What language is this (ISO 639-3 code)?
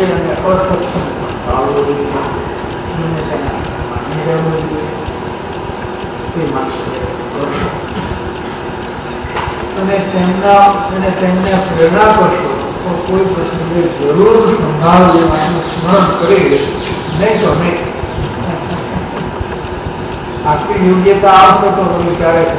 guj